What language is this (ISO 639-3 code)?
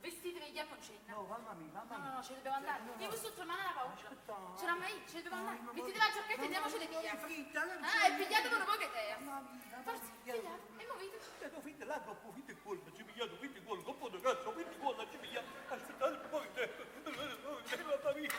nap